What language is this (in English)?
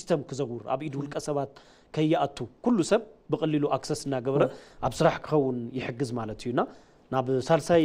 Tigrinya